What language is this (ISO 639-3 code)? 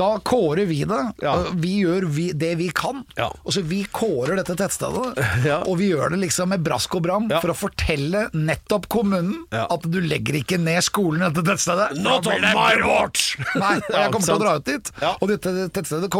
nor